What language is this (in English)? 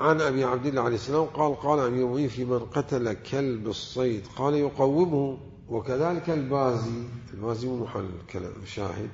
Mesopotamian Arabic